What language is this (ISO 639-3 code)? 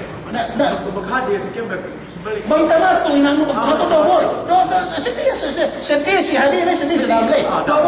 yka